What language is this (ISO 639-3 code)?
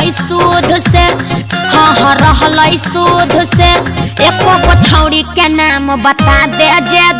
mag